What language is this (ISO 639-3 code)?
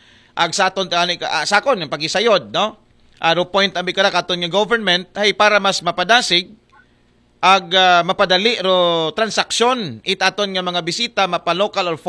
akl